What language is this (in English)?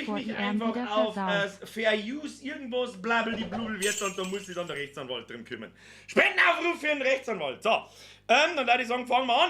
Bavarian